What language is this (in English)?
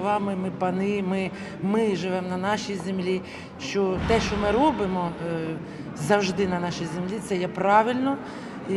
Ukrainian